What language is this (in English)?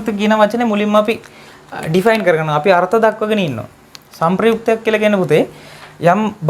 Sinhala